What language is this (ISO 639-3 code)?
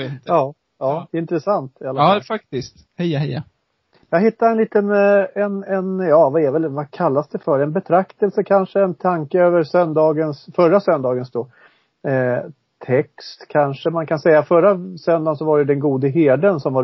swe